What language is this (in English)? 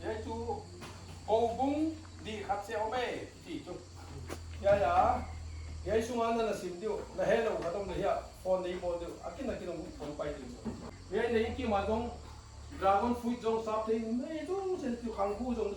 Paite Chin